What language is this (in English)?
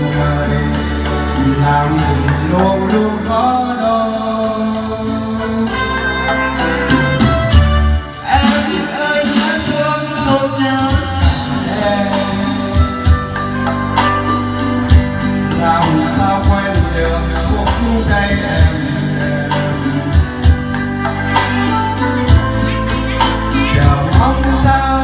Vietnamese